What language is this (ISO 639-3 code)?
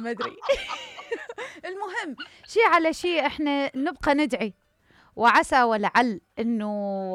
acm